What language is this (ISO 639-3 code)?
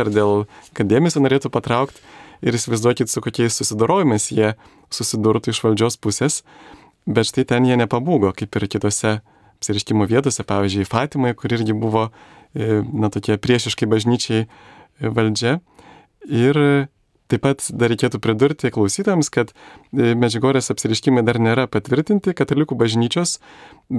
lit